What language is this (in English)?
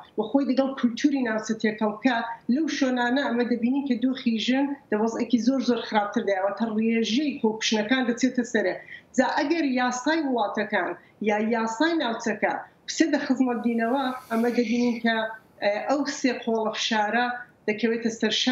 Central Kurdish